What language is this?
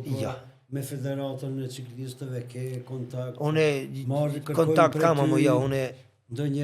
Albanian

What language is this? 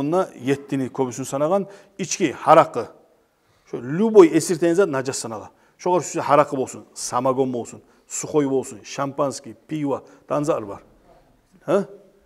Kumyk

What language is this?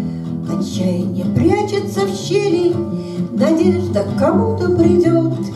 Russian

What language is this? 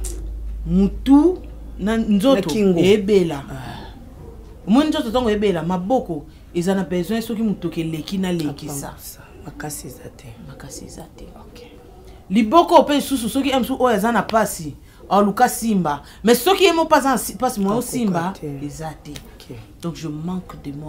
Lingala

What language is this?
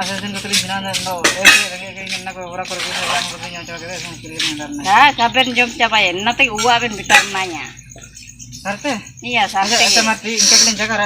Ho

